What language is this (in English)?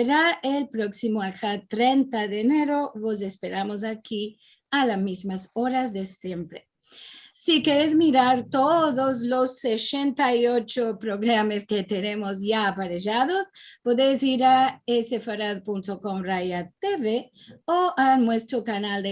Ladino